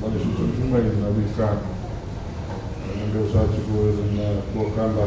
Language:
Fijian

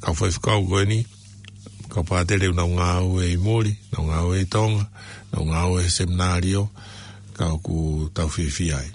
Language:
Tongan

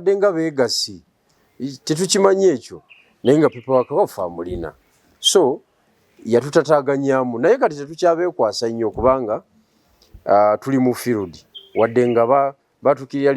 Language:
Ganda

